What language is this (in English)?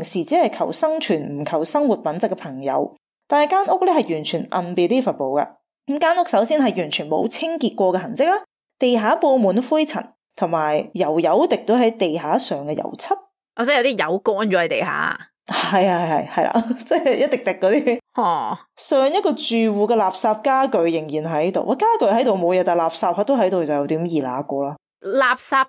Cantonese